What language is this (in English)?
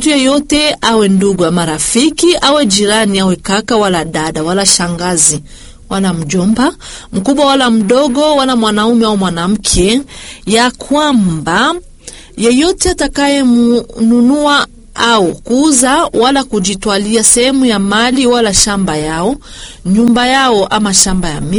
Swahili